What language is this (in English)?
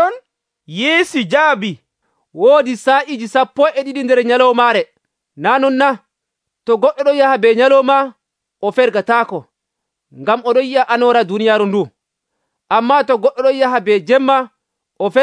Nigerian Fulfulde